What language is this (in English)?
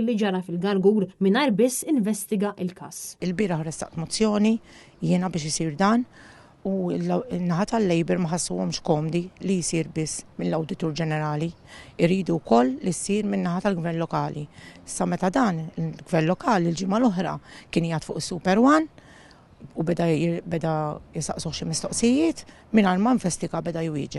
Maltese